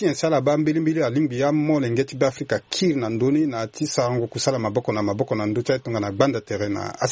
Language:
Sango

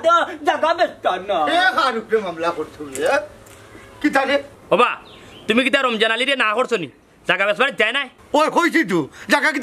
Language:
Sylheti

